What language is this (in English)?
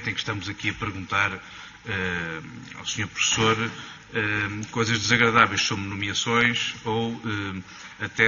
Portuguese